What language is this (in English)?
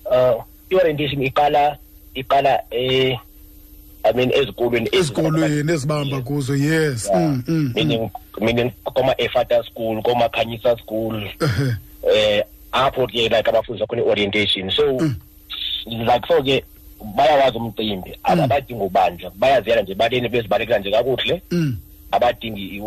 Xhosa